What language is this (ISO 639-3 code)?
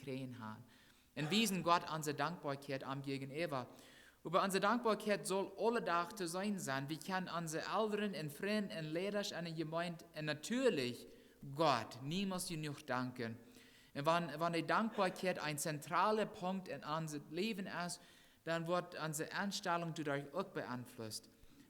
pdt